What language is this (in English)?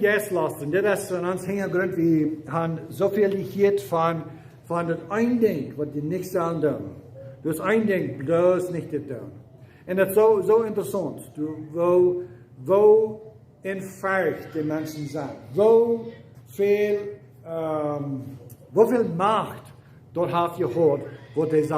Plautdietsch